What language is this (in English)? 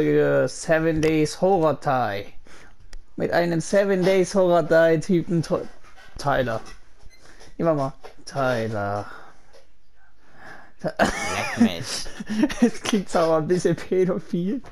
German